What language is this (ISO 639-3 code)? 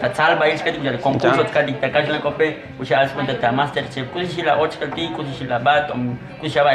tzo